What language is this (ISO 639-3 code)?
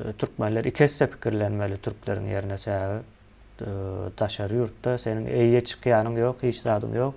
tuk